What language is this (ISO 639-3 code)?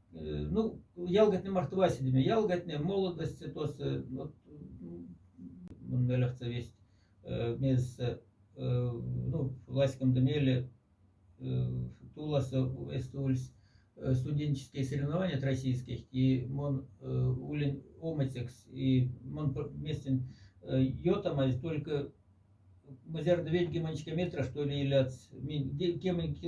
mdf